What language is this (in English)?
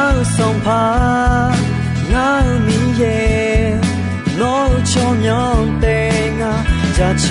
Akha